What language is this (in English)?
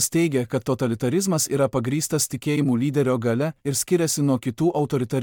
Lithuanian